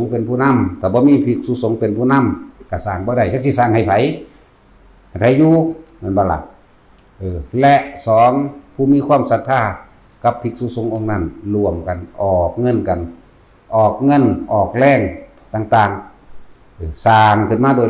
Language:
Northeastern Thai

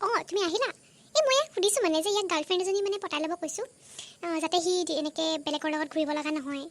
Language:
Assamese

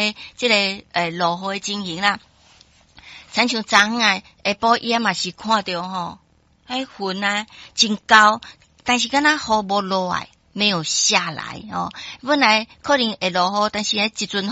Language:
Min Nan Chinese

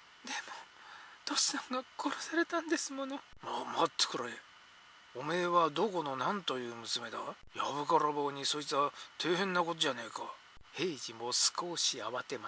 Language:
Japanese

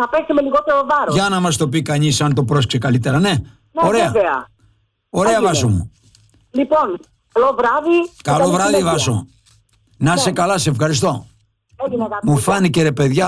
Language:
Greek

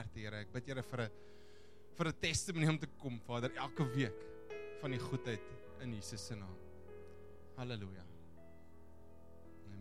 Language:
Afrikaans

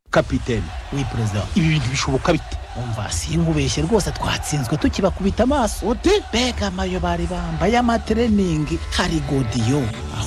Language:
Kinyarwanda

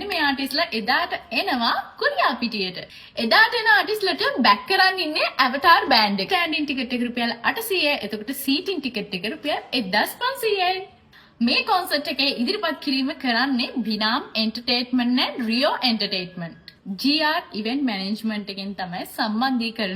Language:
Sinhala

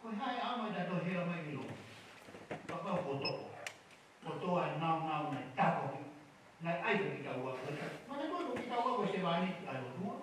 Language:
Tongan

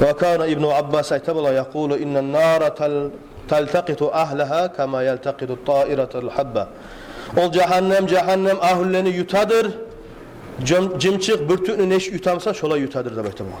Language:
Kumyk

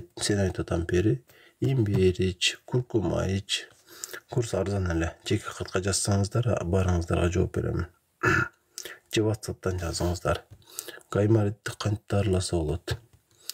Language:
Kyrgyz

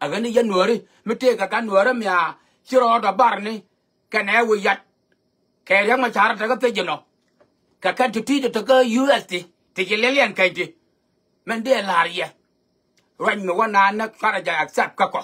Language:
Nuer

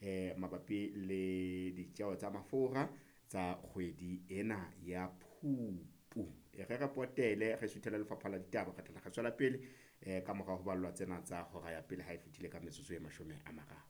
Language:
Southern Sotho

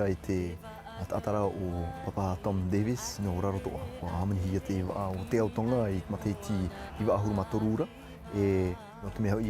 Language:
Tahitian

